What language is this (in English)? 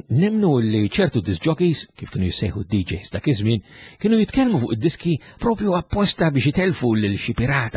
Maltese